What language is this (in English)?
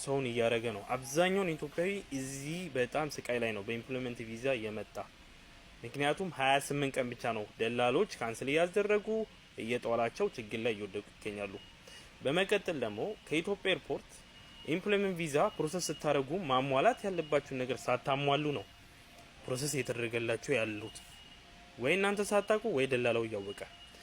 Amharic